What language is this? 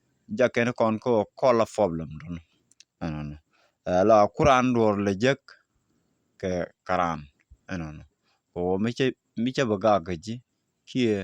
Nuer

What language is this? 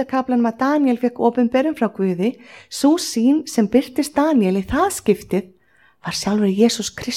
Icelandic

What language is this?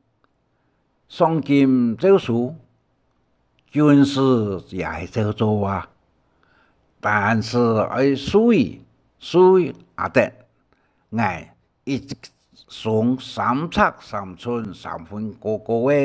Hakka Chinese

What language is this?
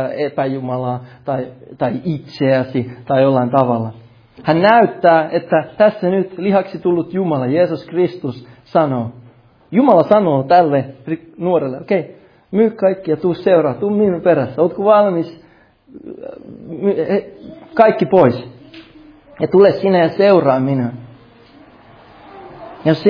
Finnish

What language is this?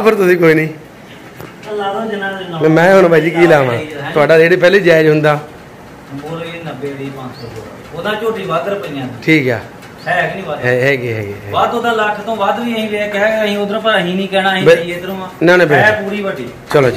Punjabi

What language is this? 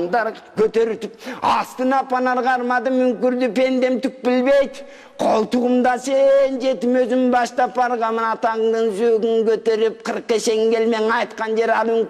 Kyrgyz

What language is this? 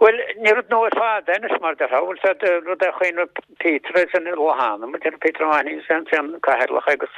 Irish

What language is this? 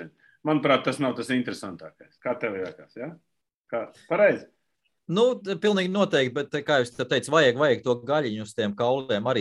Latvian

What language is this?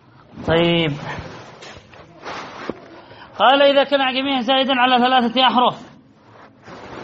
Arabic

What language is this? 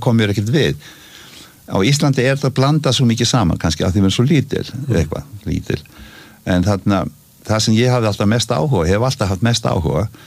Icelandic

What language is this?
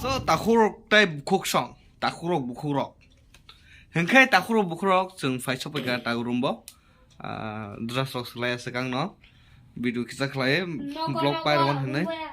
Kok Borok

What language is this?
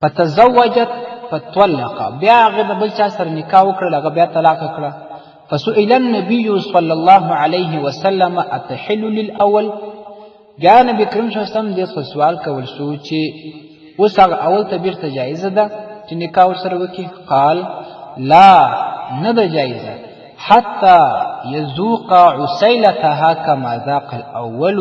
Pashto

